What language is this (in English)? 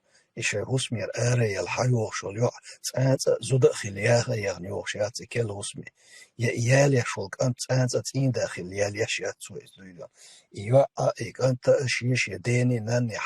Chechen